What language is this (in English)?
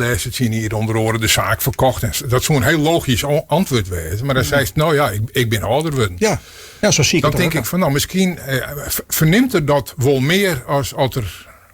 Western Frisian